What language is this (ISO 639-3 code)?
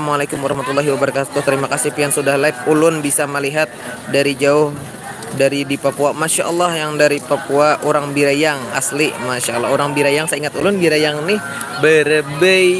bjn